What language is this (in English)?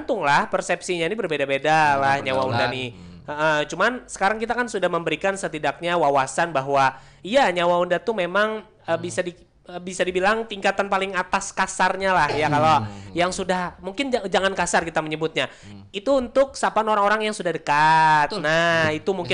Banjar